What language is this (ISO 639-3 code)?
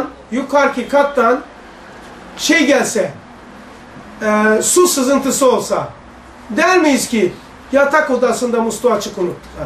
tur